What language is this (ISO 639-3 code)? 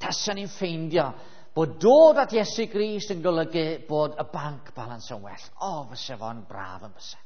cym